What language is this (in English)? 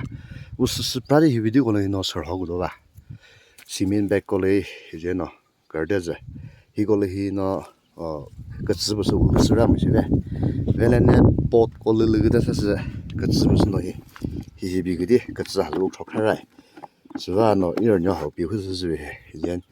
Chokri Naga